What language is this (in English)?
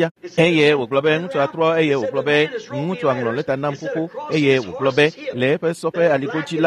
Ewe